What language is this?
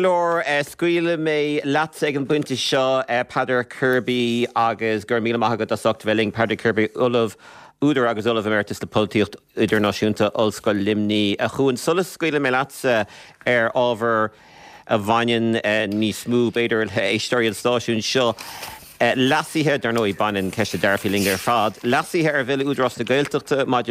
Irish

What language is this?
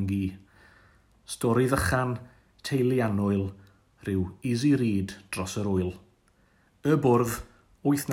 Welsh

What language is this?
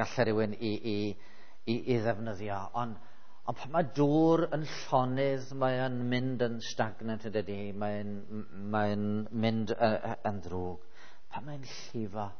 Welsh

